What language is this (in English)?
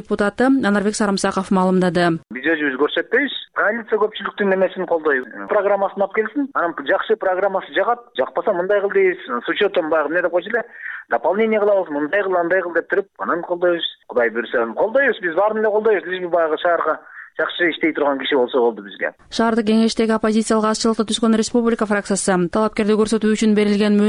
Kyrgyz